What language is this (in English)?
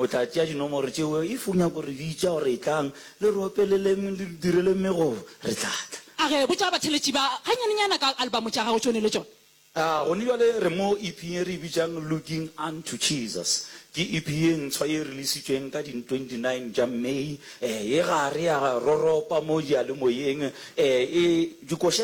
Northern Sotho